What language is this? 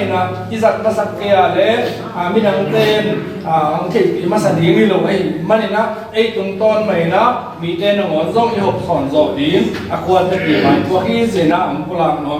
Tedim Chin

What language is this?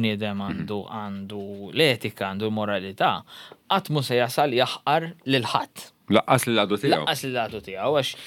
Maltese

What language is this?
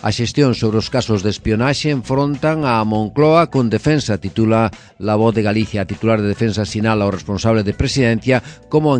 Galician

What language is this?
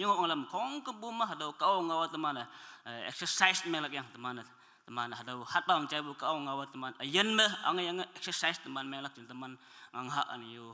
Naga Pidgin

